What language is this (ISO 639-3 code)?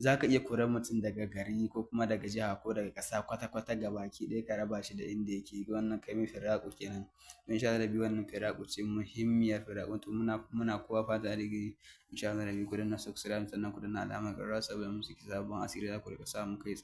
hau